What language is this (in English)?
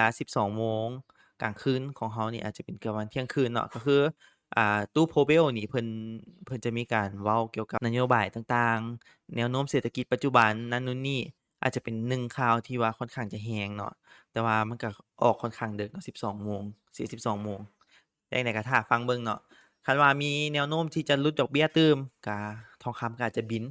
Lao